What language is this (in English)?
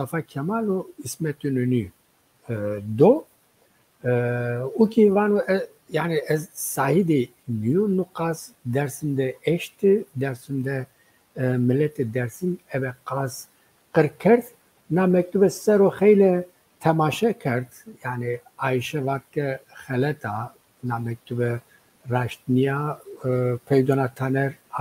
Zaza